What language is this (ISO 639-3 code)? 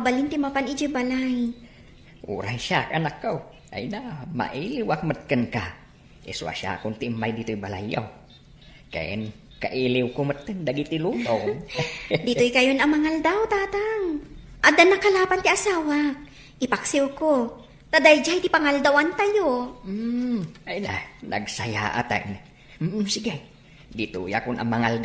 ilo